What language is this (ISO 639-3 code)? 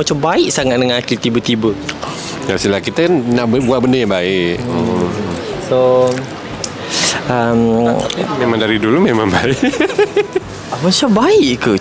msa